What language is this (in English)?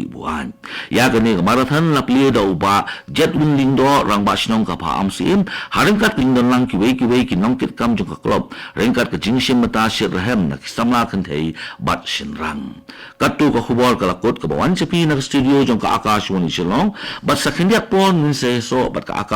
Khasi